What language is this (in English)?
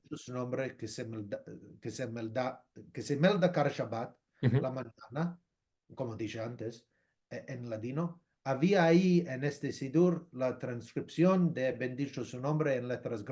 Ladino